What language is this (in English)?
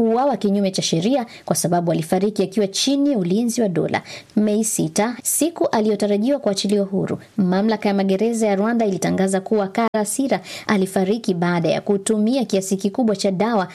Swahili